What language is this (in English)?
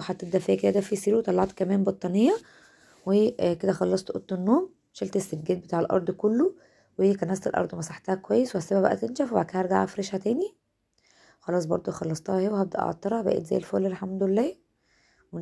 Egyptian Arabic